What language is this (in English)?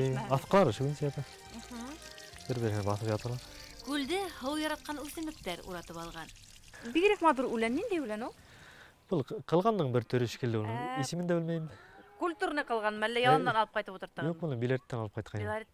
Bashkir